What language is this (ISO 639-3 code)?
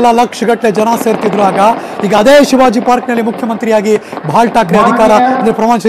kan